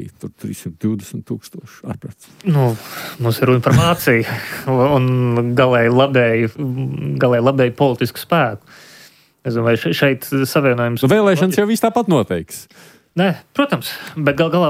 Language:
Latvian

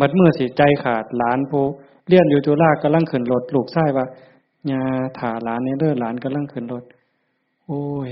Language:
Northeastern Thai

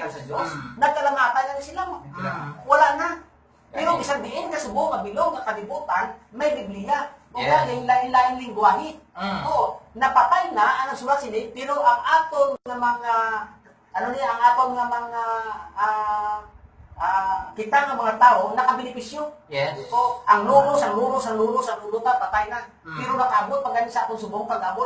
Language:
Hiligaynon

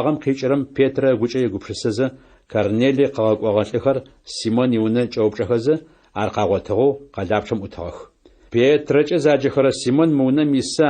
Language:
Adyghe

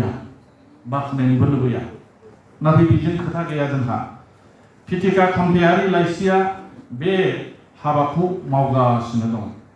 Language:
Bodo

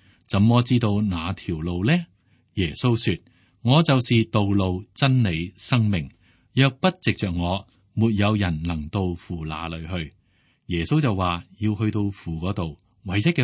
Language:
Cantonese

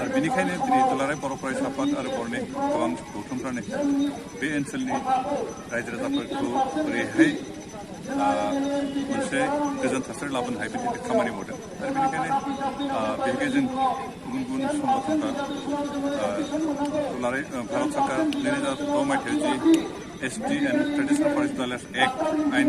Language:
Bodo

